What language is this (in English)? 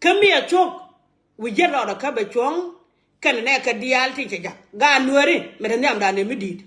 Nuer